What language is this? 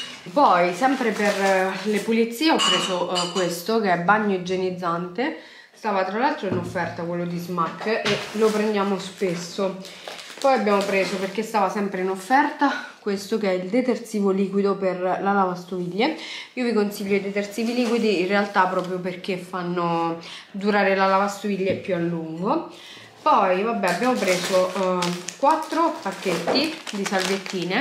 Italian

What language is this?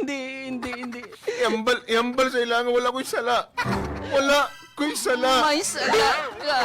Hiligaynon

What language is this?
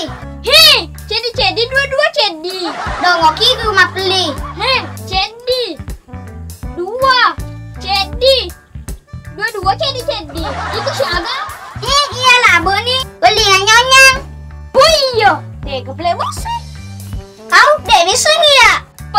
Buginese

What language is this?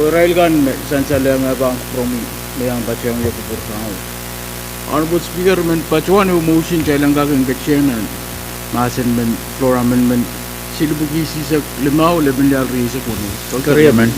Pohnpeian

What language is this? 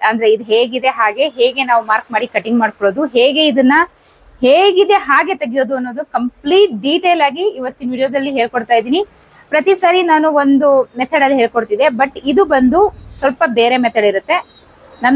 Kannada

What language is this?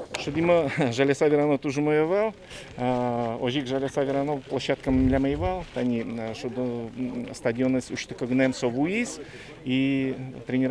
Udmurt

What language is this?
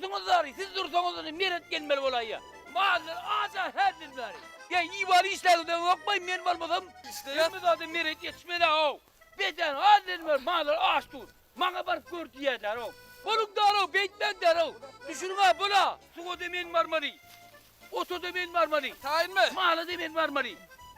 Turkmen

